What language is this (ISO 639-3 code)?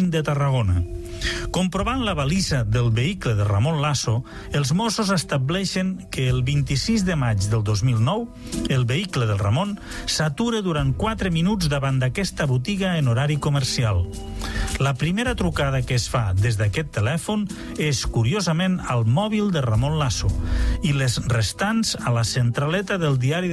cat